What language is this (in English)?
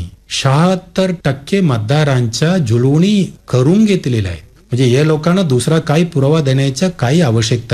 Marathi